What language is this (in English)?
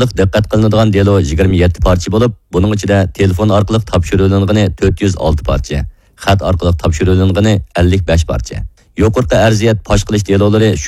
Uyghur